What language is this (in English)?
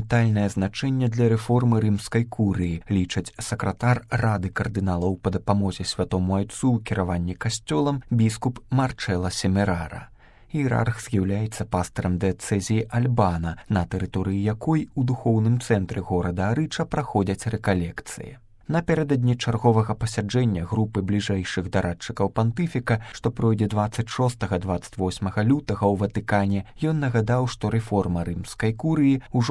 Belarusian